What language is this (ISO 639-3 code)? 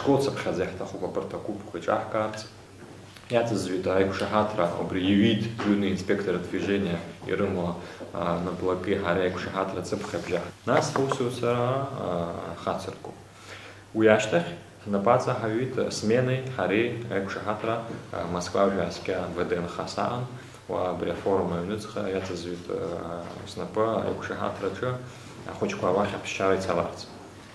abk